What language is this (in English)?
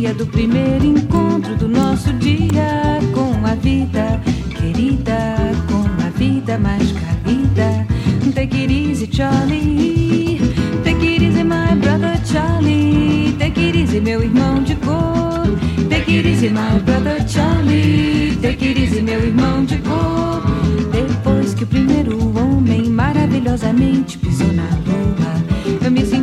French